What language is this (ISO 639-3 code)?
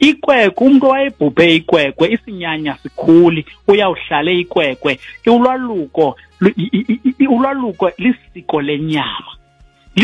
xho